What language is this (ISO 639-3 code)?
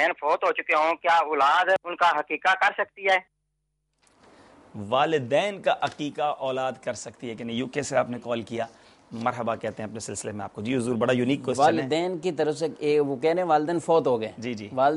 urd